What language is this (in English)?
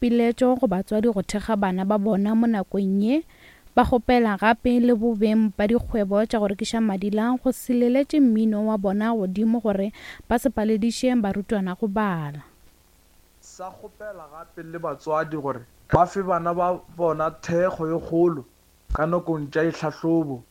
Northern Sotho